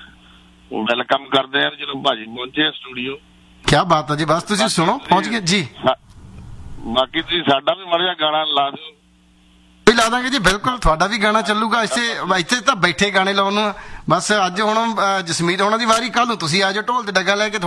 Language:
Punjabi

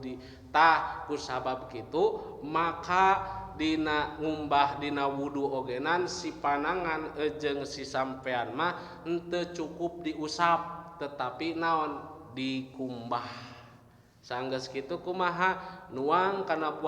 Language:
Sundanese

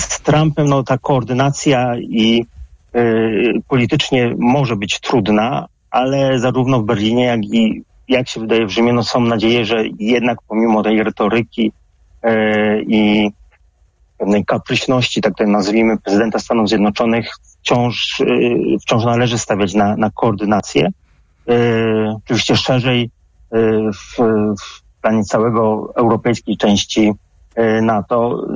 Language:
Polish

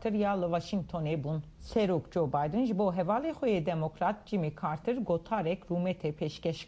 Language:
Kurdish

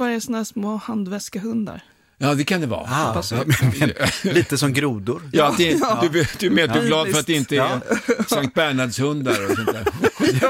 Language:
Swedish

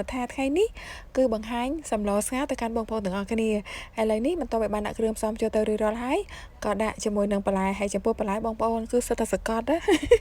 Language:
Khmer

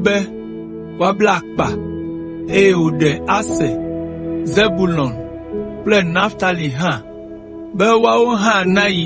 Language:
Ewe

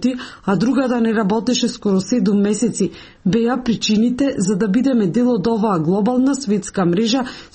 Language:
Macedonian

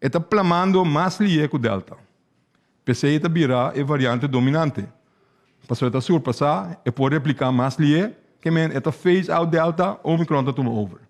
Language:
Papiamento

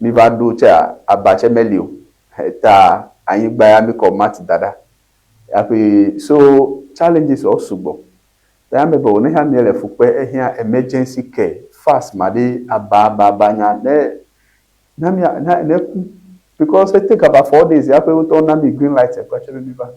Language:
Ewe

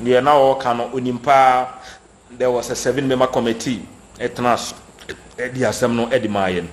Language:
Akan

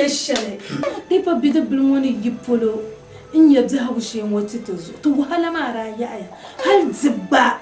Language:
Dagbani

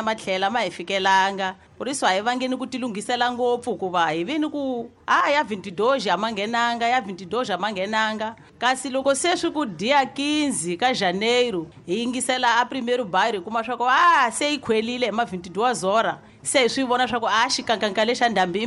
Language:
Tsonga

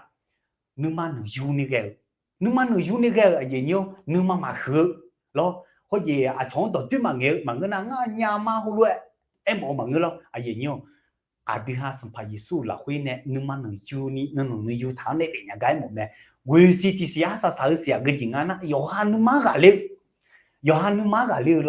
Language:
Akha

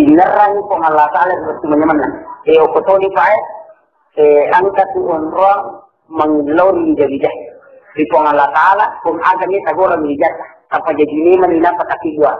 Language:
Buginese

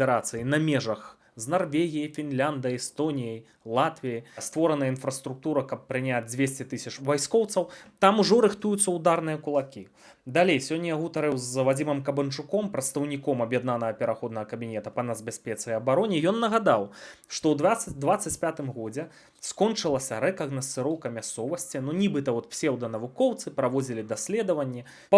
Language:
Belarusian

